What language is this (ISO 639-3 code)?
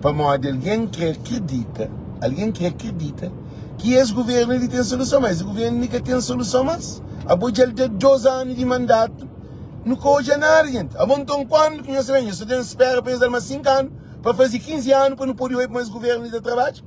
kea